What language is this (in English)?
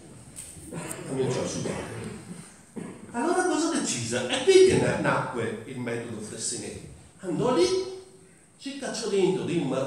Italian